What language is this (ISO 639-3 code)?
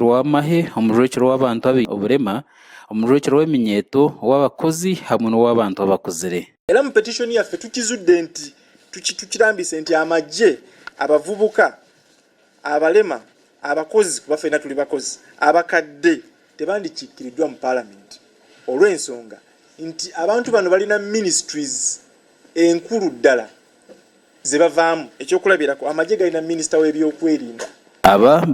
nyn